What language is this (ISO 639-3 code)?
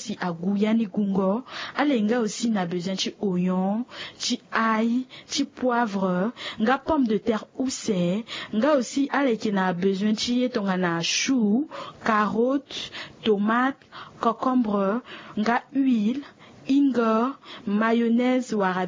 sag